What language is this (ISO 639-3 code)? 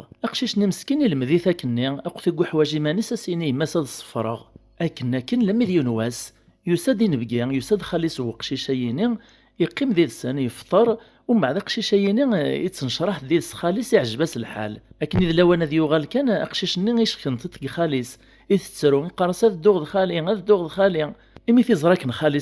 kab